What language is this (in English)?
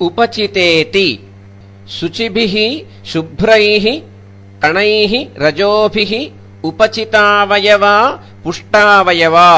Sanskrit